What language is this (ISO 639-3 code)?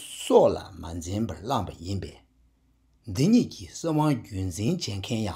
bod